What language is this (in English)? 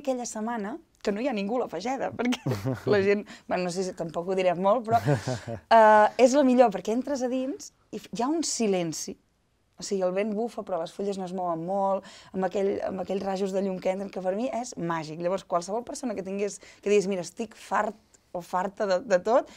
Catalan